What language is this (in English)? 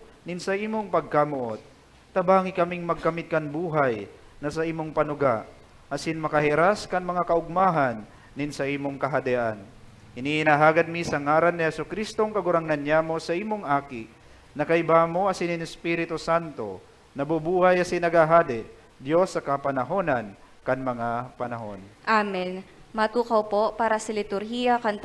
Bikol